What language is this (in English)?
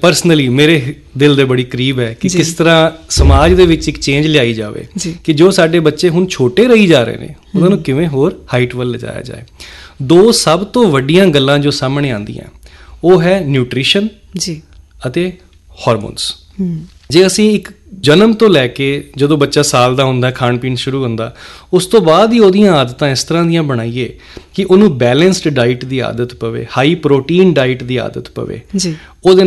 Punjabi